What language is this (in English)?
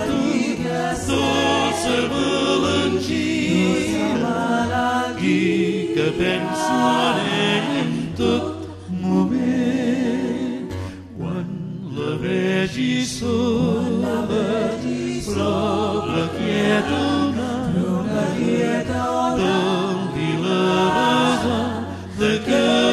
Catalan